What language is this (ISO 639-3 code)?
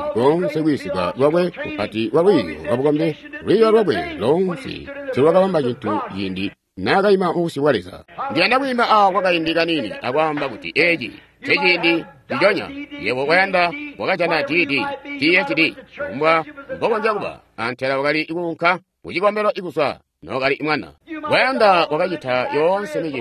toi